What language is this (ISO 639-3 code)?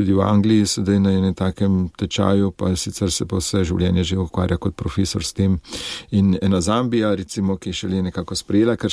slv